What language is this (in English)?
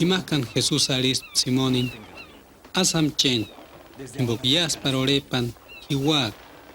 Purepecha